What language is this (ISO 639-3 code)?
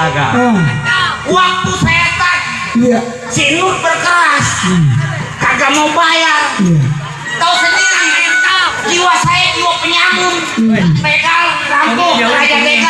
bew